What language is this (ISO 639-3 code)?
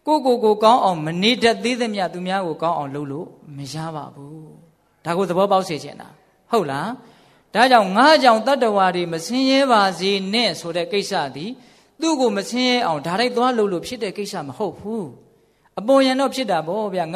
mya